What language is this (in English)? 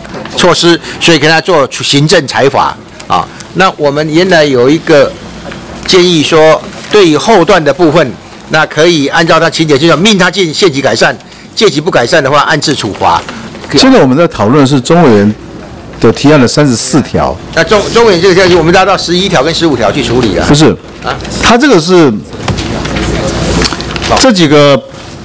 Chinese